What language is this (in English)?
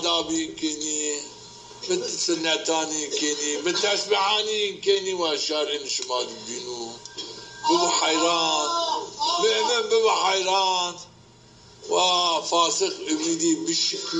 Zaza